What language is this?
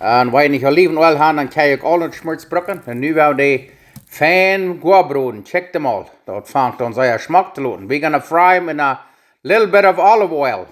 Plautdietsch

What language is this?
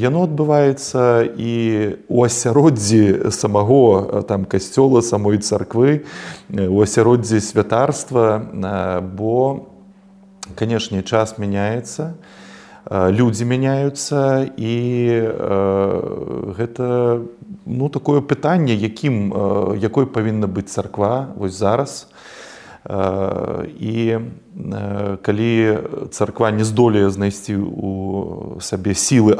Belarusian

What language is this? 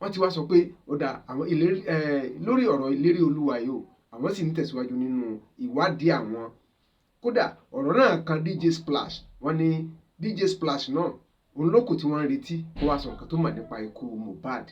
Yoruba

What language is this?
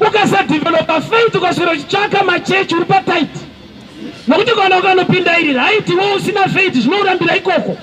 Shona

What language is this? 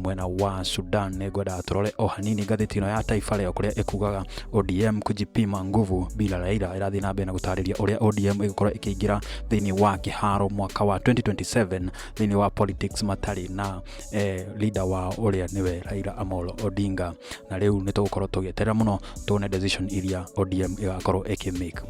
Kikuyu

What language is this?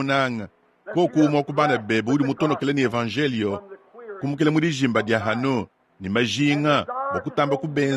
Luba-Lulua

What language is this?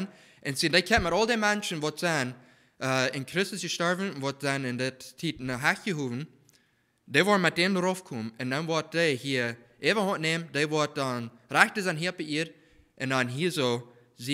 Plautdietsch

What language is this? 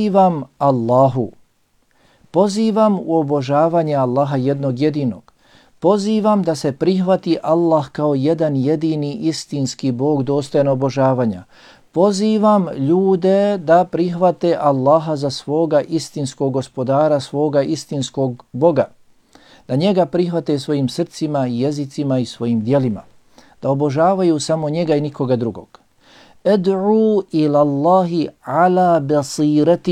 Bosnian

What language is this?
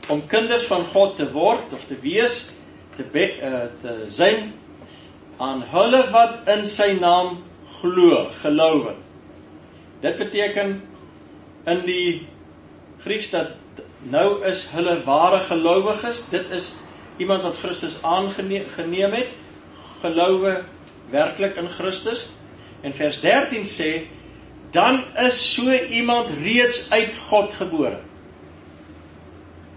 Afrikaans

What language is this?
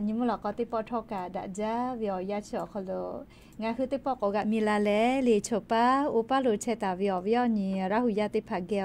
Lahu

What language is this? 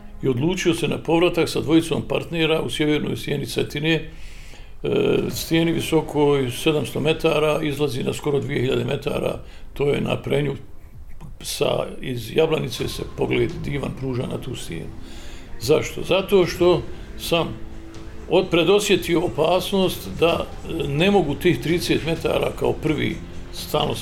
Croatian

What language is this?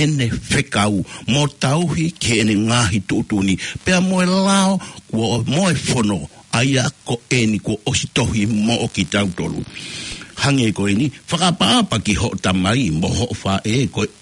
Tongan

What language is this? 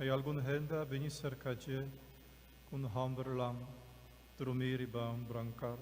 Papiamento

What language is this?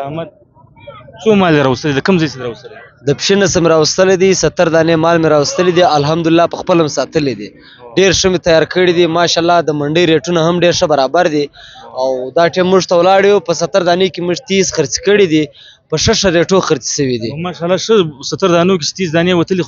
Pashto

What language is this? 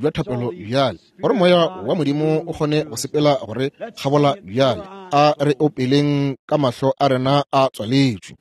Northern Sotho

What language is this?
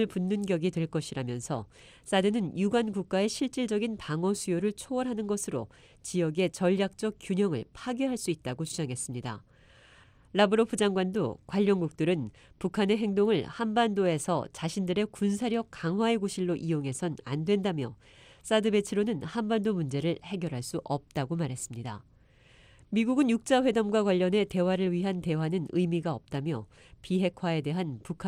Korean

